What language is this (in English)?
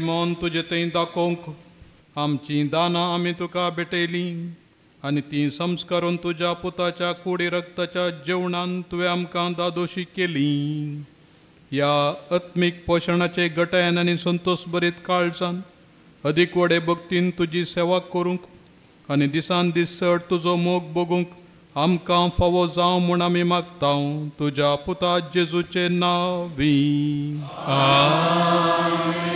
Konkani